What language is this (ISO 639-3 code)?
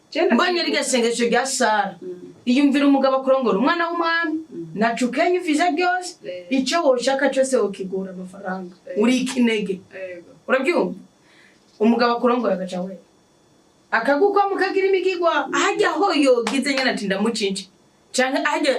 run